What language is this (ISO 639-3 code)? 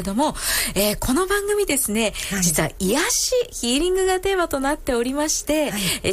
jpn